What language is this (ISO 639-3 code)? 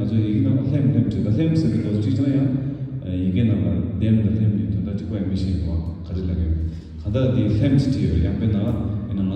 bod